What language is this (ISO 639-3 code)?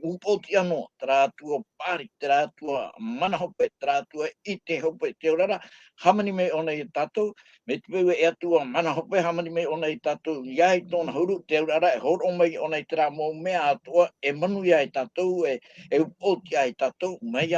tah